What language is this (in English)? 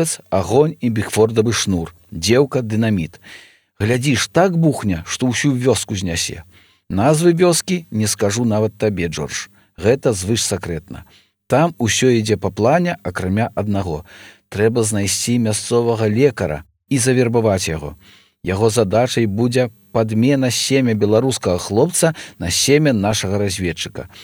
Belarusian